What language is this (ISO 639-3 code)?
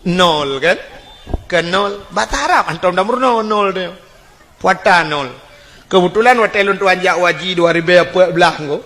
ace